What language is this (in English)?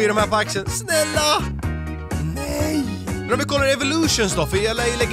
Swedish